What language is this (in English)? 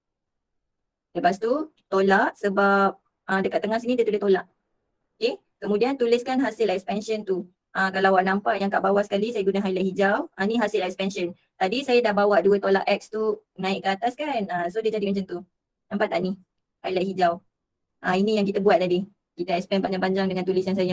Malay